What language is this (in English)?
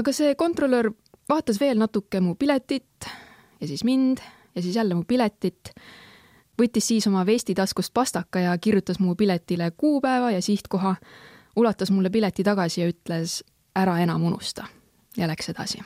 Estonian